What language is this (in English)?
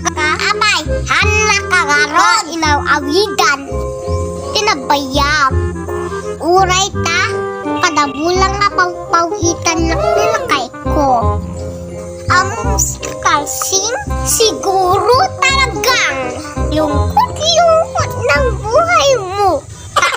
Iloko